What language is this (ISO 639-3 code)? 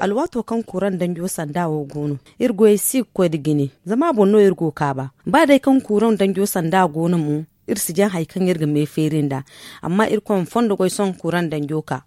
dje